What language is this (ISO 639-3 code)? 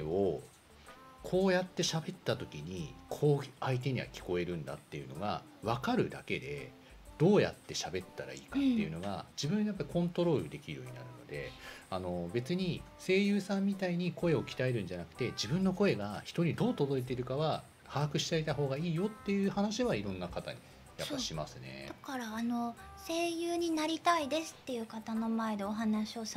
jpn